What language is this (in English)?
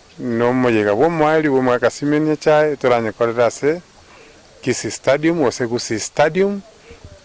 Gusii